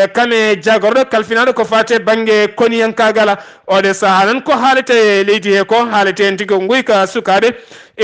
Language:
Fula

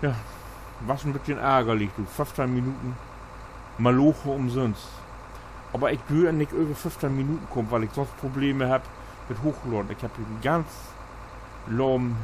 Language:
Low German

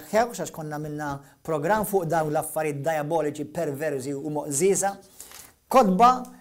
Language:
Maltese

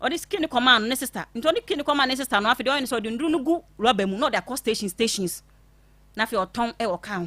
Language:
Akan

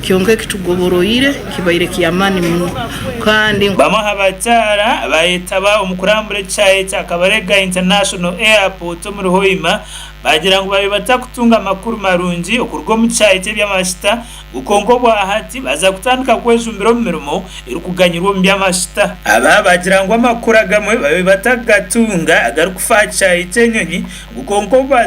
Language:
Nyankole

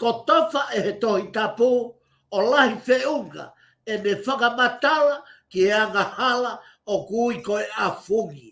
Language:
Tongan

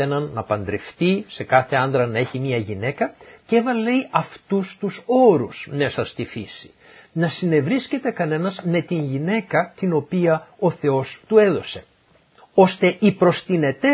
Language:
Greek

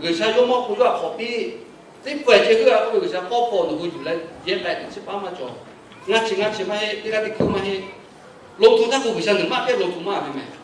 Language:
Lahu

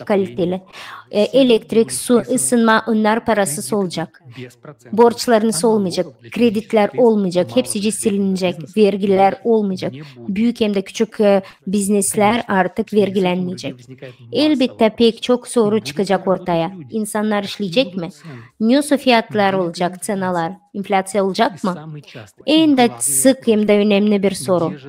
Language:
Gagauz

